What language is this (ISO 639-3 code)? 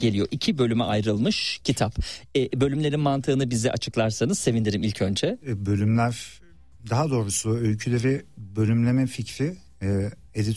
tur